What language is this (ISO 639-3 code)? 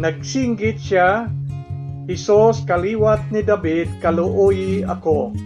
hil